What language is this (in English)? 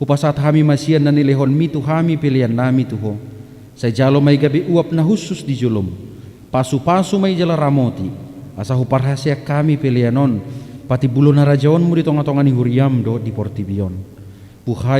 Batak Toba